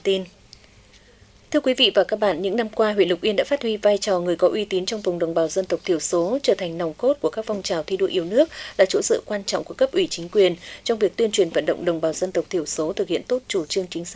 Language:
Vietnamese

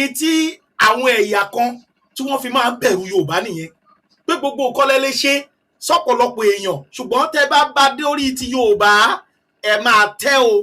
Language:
Yoruba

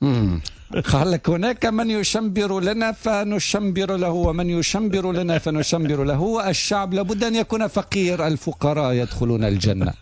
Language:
Tunisian Arabic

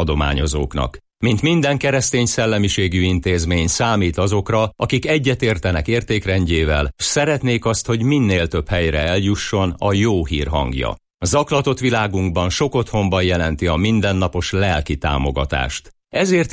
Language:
Hungarian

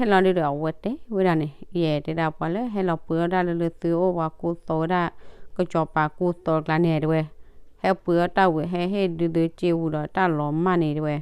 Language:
S'gaw Karen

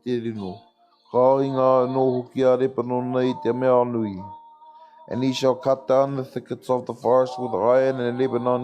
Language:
Māori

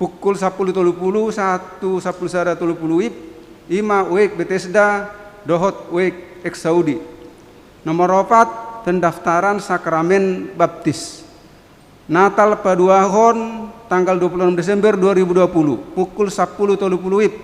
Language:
Batak Toba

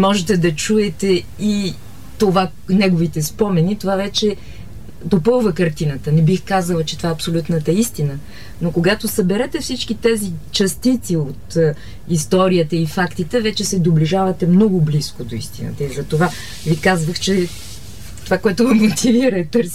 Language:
Bulgarian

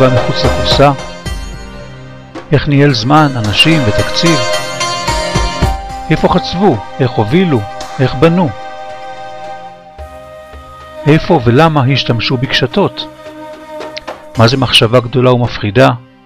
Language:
Hebrew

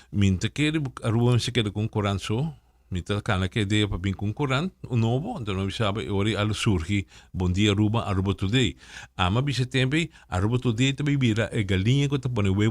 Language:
Papiamento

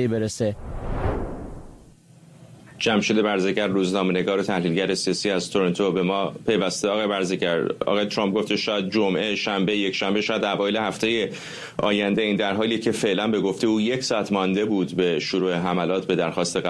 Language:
Persian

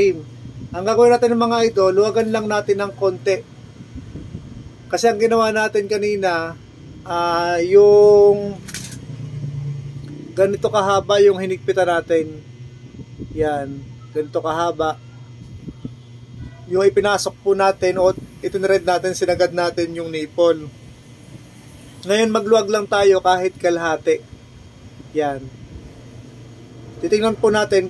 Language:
Filipino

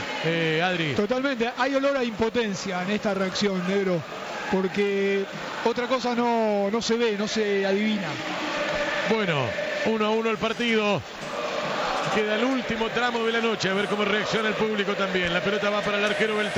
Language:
Spanish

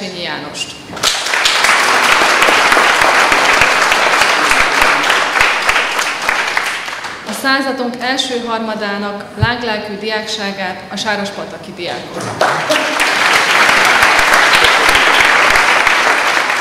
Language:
Hungarian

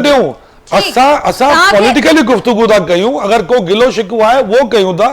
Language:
Sindhi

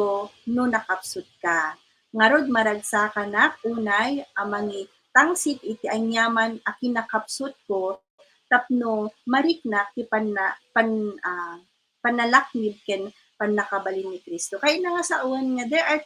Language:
Iloko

